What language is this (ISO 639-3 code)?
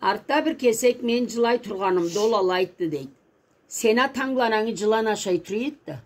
krc